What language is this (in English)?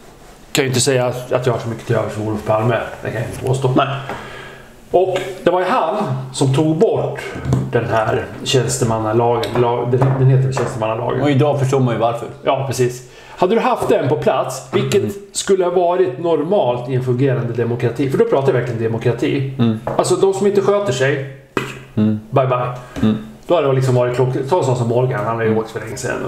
Swedish